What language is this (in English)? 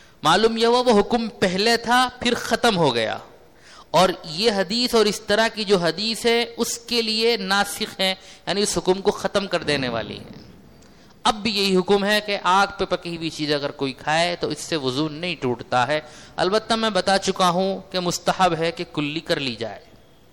Urdu